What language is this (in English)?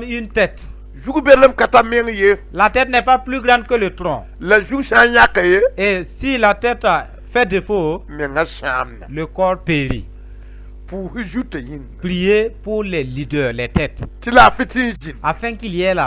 Mossi